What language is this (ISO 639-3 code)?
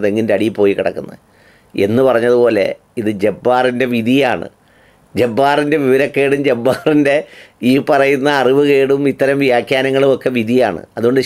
mal